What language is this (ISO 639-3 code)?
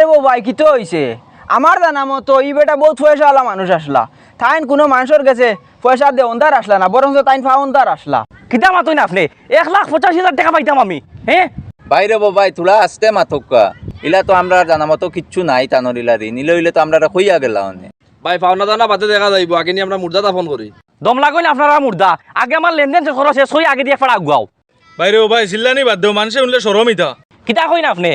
syl